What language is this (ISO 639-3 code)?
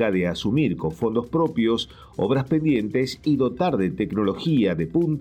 spa